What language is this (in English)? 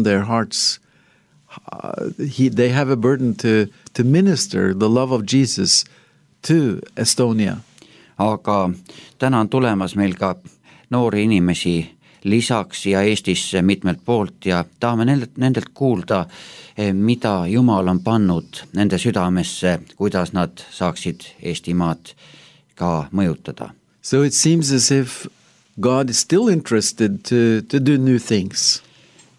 Estonian